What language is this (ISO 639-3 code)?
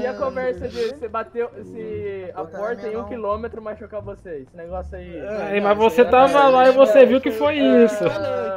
por